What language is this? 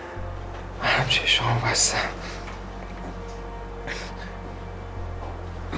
Persian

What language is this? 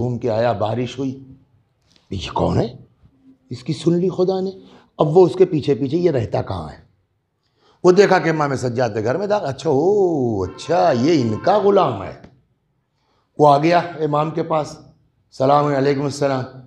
Urdu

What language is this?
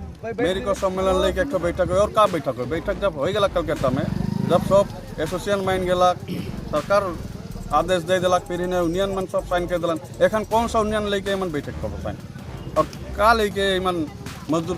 Sadri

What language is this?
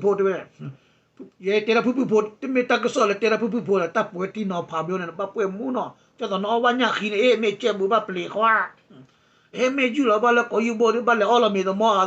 S'gaw Karen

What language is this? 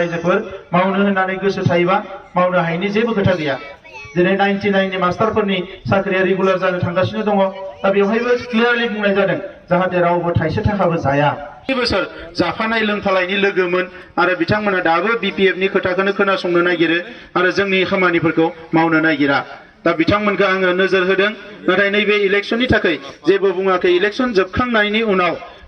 Bodo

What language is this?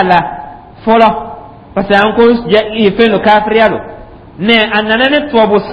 Dyula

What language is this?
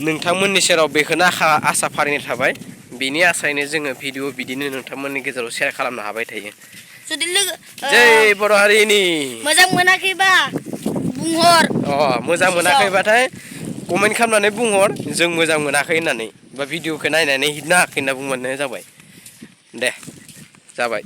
Bodo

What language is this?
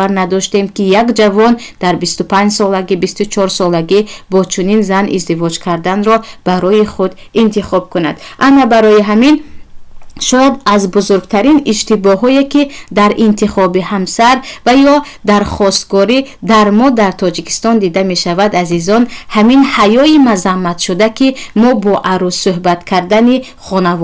Tajik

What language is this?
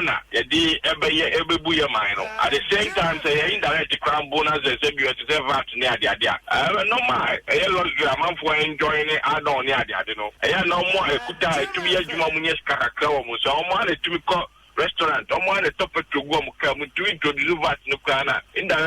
Akan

